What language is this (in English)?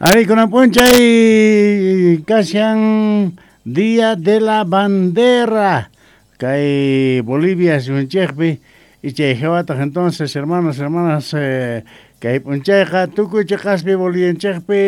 South Bolivian Quechua